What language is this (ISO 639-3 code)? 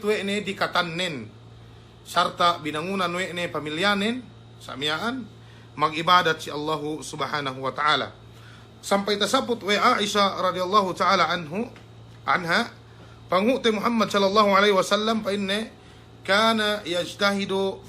yka